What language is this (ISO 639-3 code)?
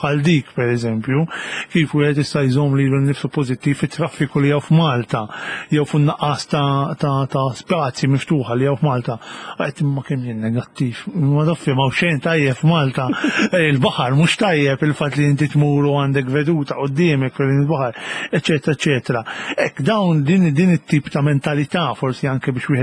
mlt